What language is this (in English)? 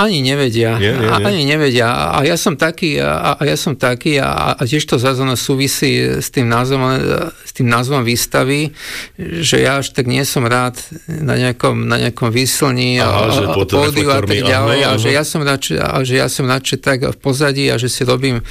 Slovak